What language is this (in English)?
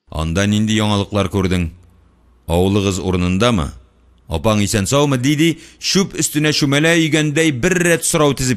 Tatar